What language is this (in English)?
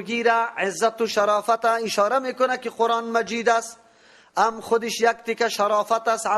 Persian